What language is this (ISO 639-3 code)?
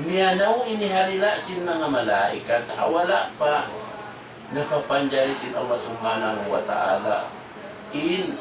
tsg